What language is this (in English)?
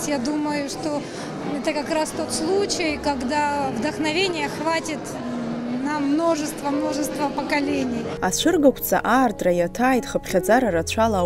Abkhazian